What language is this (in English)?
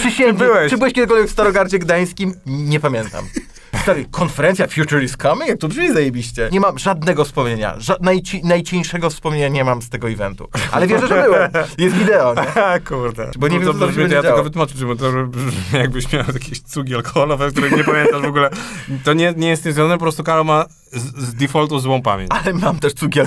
Polish